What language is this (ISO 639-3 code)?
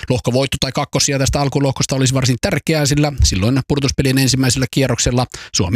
fin